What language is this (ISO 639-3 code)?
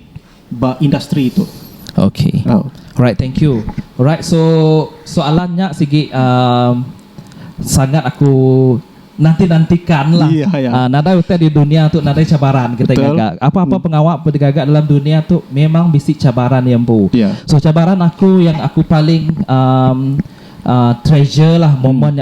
iba